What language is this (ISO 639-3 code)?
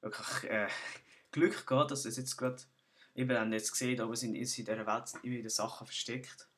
gsw